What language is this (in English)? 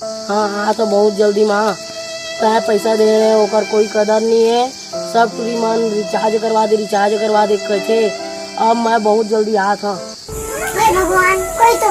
Chhattisgarhi